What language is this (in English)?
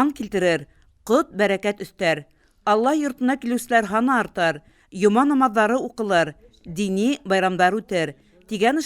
Bashkir